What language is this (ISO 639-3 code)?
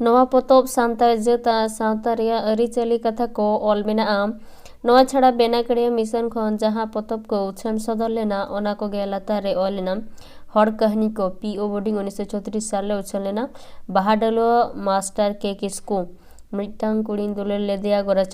sat